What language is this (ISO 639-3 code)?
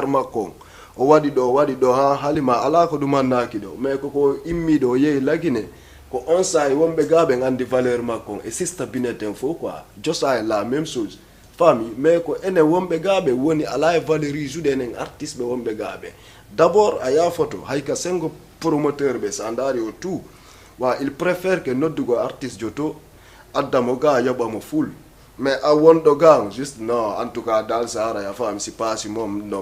ful